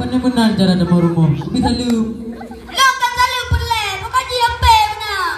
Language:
Achinese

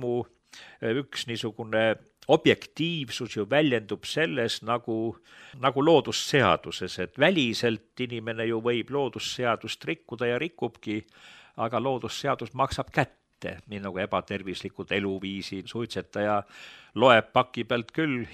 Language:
Estonian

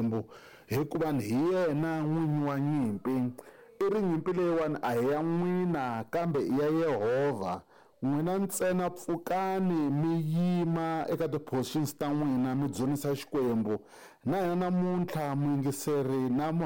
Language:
Tsonga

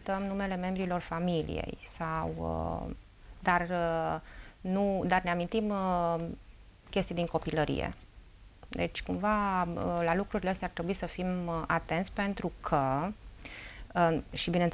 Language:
Romanian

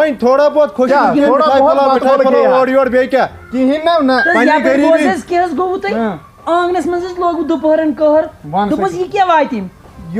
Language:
Kashmiri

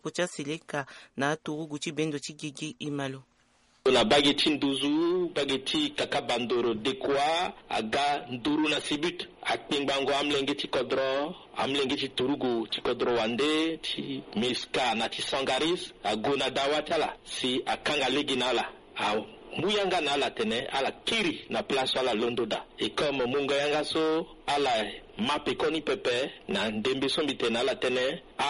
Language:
Sango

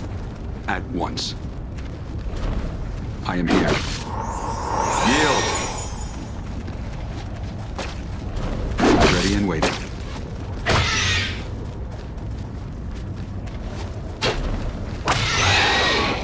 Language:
English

